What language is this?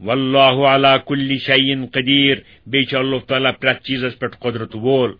Kashmiri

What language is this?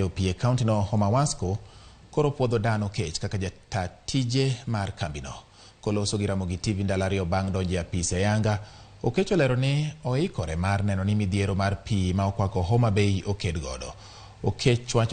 Luo (Kenya and Tanzania)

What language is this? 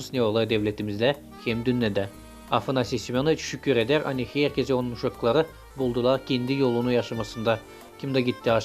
Gagauz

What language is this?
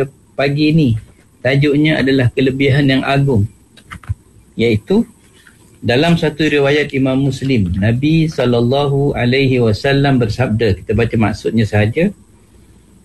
Malay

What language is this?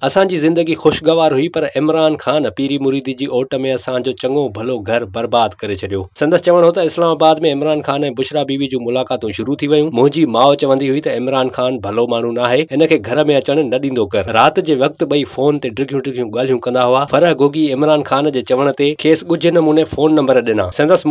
Sindhi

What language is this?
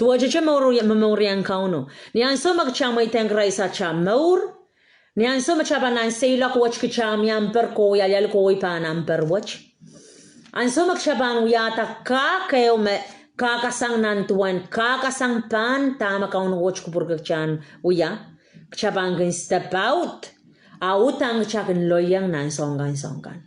Pohnpeian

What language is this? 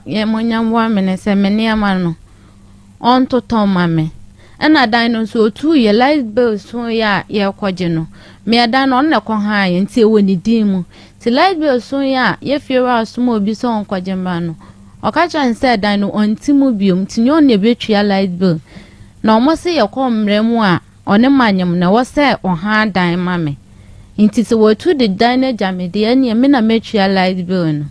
Akan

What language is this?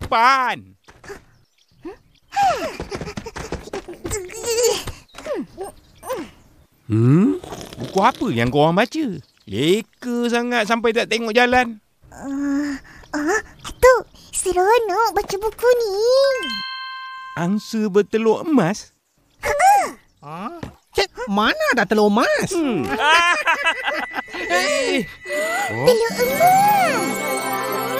Malay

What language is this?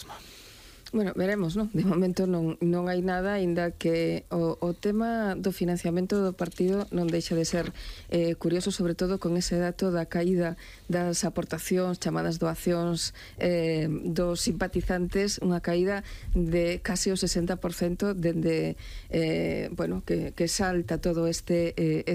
Galician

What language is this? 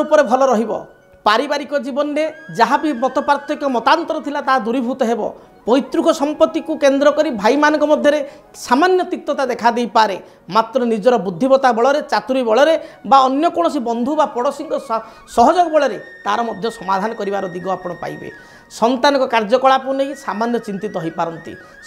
Odia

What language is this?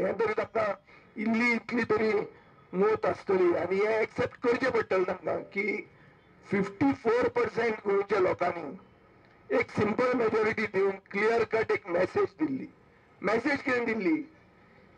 Konkani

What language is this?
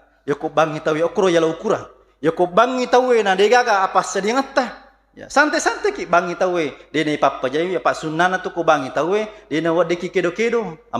Buginese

